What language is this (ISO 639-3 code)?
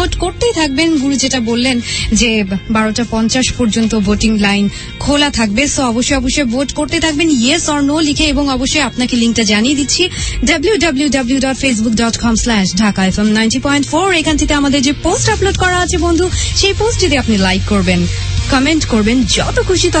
ben